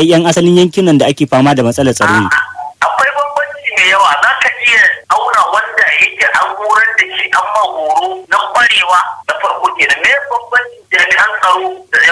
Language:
Hausa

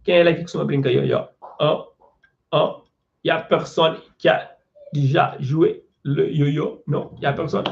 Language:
Kabuverdianu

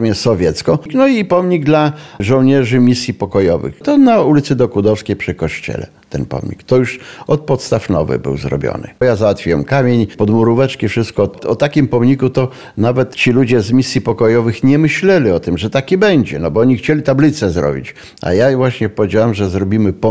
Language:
Polish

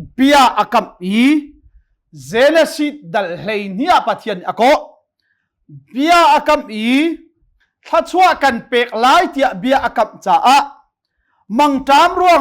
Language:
Hakha Chin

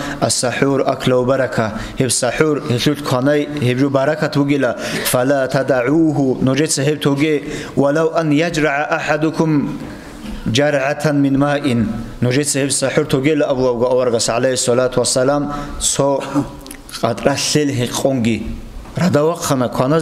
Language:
Avaric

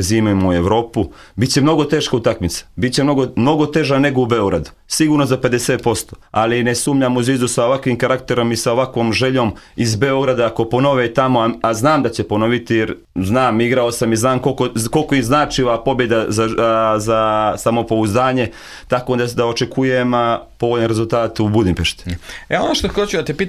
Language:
Serbian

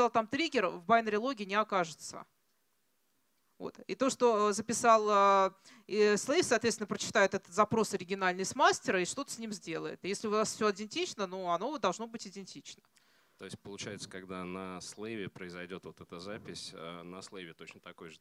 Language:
Russian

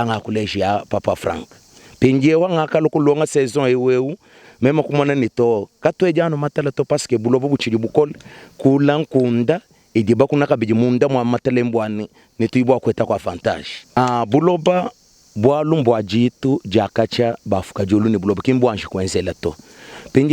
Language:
Luba-Lulua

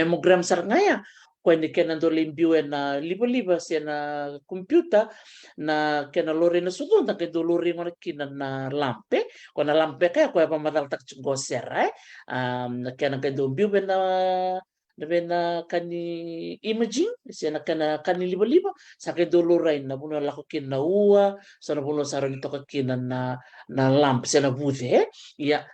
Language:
Fijian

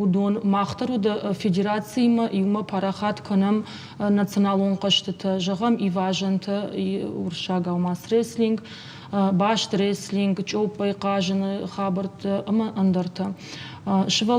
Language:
Ossetic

